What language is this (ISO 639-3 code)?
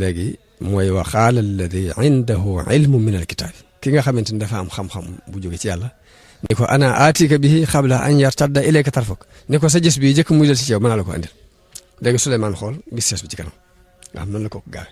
wol